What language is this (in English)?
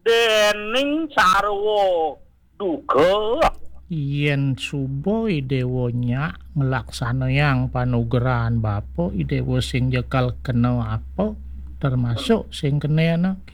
Balinese